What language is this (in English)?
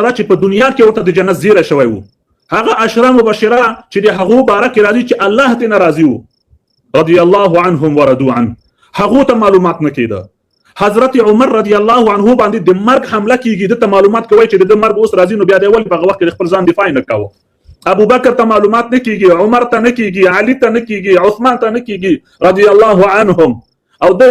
Pashto